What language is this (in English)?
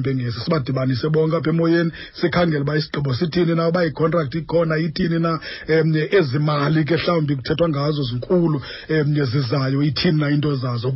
Xhosa